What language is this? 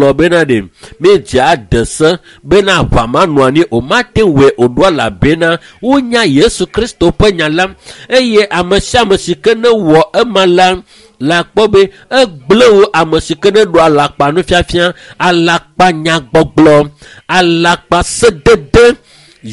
Ewe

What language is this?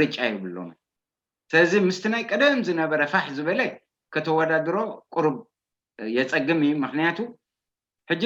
Tigrinya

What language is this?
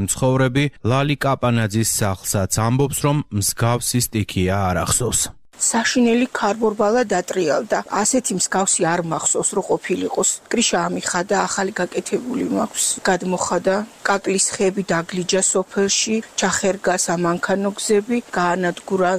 Georgian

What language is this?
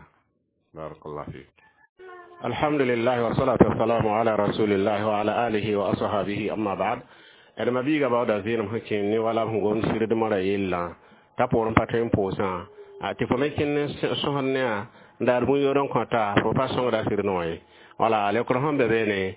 Mossi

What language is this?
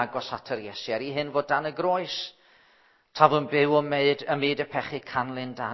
Welsh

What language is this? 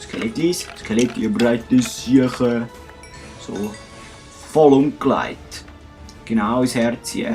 Swiss German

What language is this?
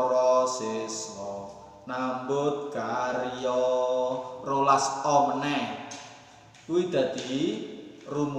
Javanese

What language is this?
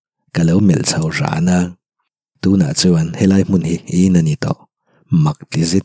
Mizo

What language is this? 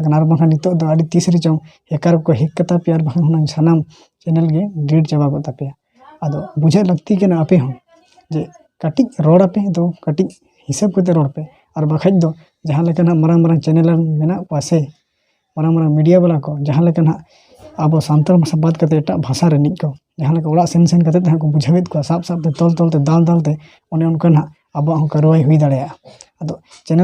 Santali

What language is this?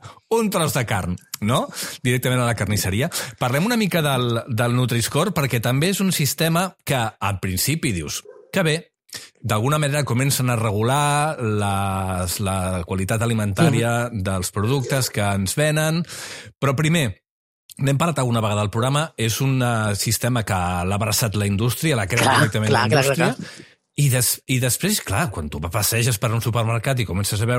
Catalan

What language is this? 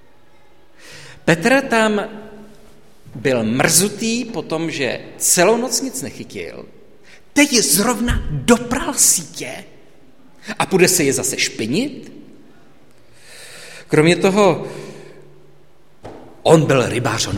Czech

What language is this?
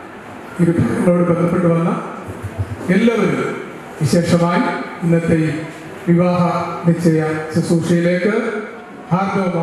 Malayalam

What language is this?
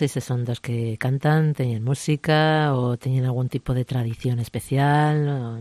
Galician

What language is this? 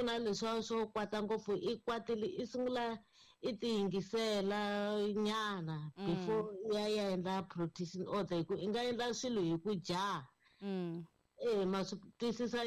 Tsonga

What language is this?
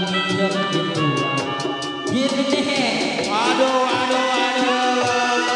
Betawi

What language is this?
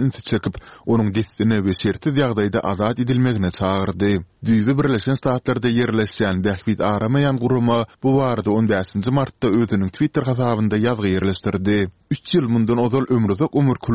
Turkmen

